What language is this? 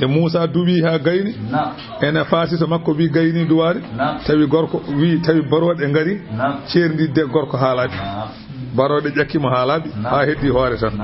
Fula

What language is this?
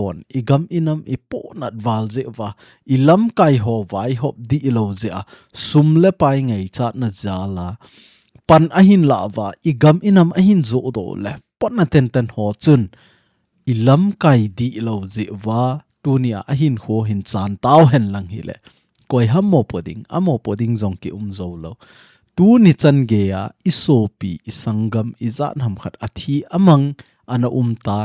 Thado Chin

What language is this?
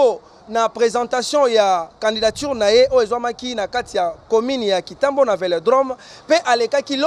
Lingala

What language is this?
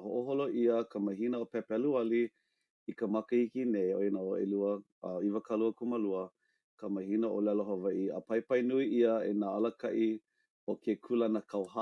Hawaiian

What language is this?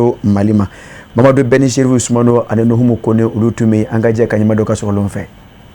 Bambara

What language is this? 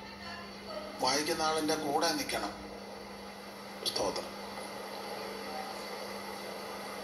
Malayalam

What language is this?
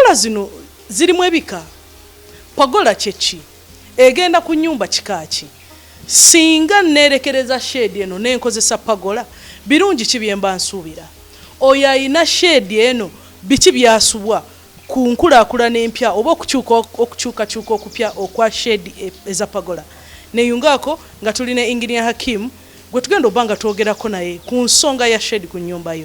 Ganda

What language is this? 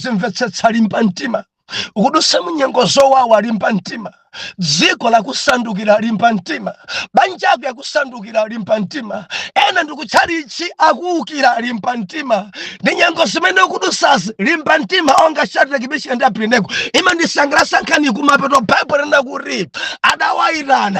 Nyanja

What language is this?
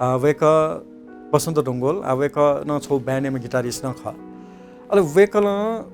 Newari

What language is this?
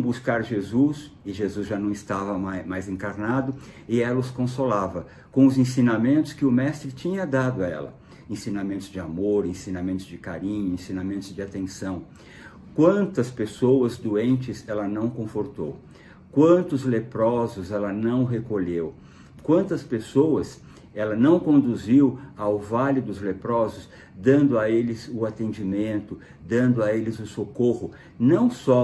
Portuguese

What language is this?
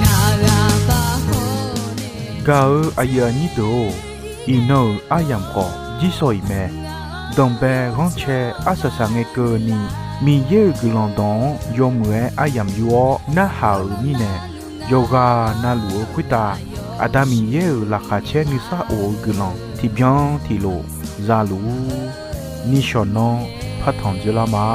Akha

